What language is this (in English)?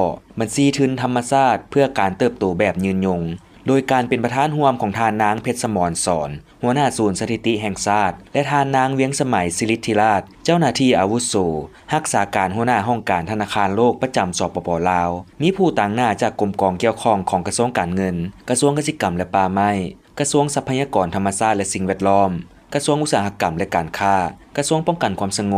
Lao